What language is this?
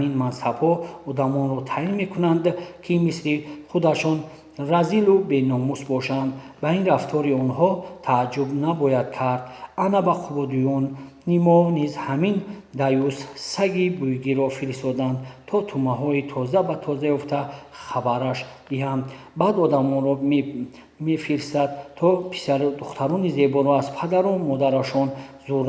Tajik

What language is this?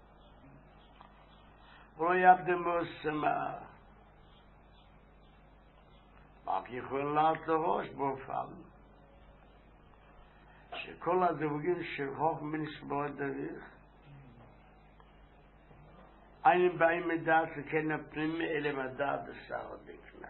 Hebrew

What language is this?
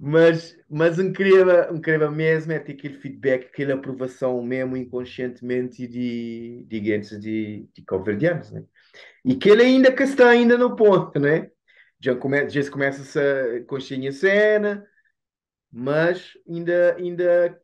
Kabuverdianu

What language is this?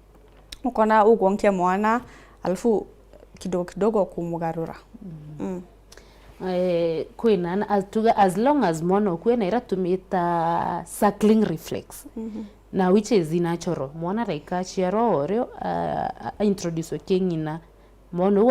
Meru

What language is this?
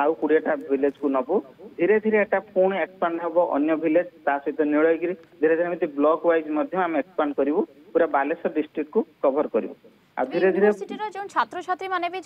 Odia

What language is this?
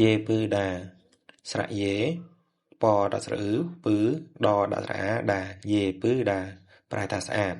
Khmer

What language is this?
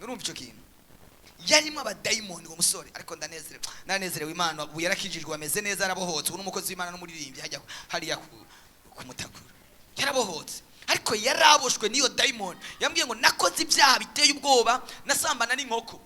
Rundi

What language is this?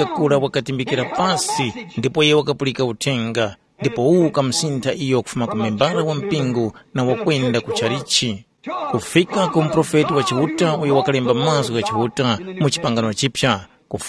Tumbuka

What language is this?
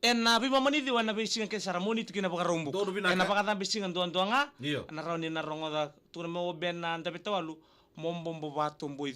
Fijian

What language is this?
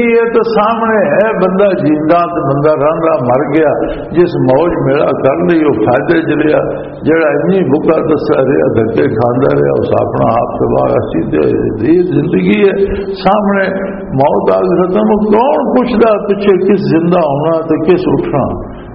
Western Panjabi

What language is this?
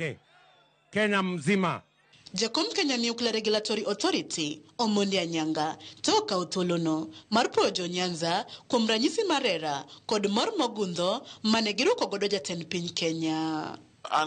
Luo (Kenya and Tanzania)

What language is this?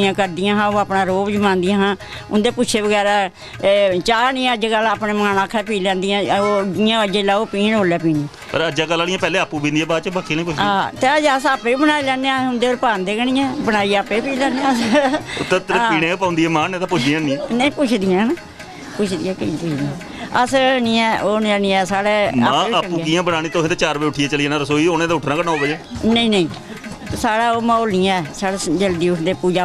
Dogri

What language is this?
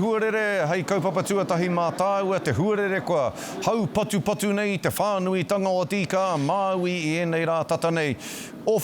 Māori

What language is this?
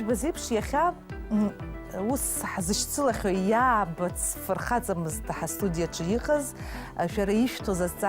Abkhazian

